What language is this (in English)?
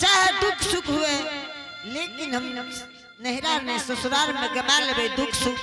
Angika